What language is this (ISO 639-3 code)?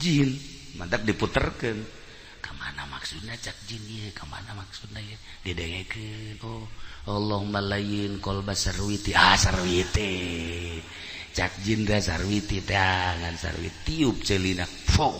sun